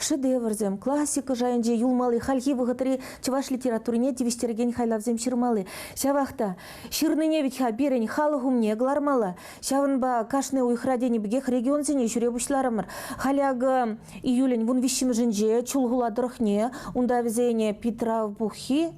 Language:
Chuvash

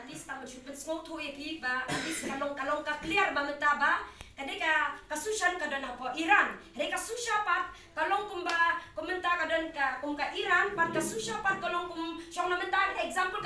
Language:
Khasi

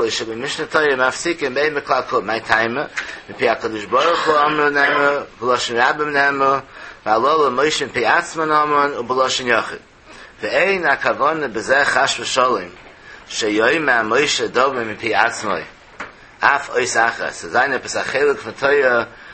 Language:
Yiddish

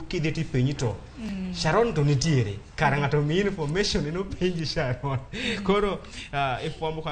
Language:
Luo (Kenya and Tanzania)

